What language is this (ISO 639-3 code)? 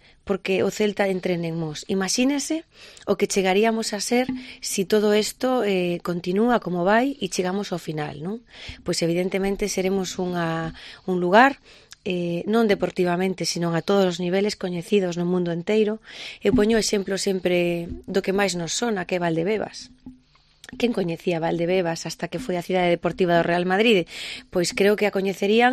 glg